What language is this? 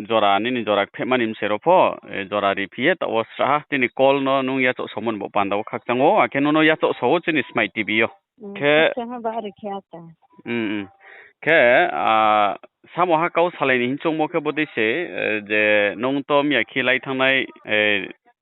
Riang (India)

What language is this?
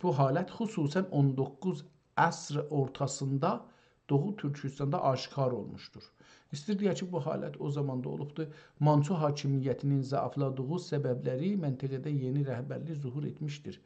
South Azerbaijani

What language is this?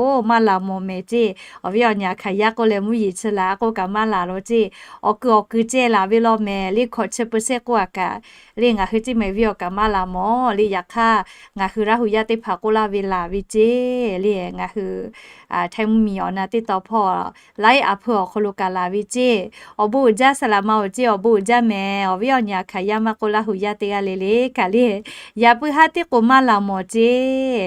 Lahu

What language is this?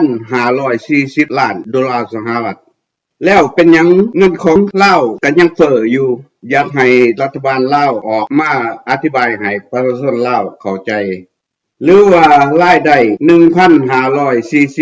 Lao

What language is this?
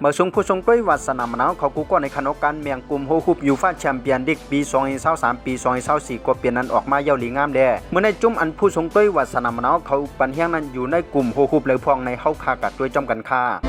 Shan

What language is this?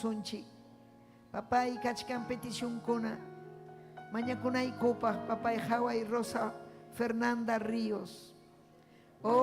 Ayacucho Quechua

